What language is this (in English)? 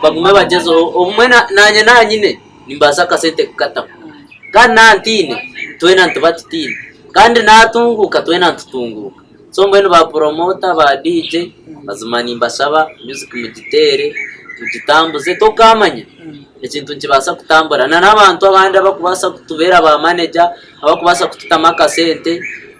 Nyankole